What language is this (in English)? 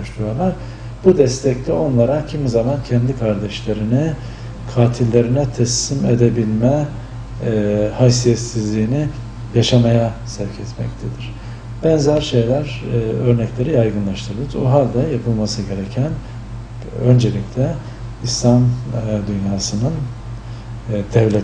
Turkish